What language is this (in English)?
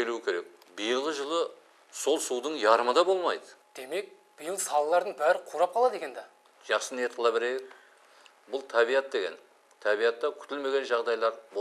Kara-Kalpak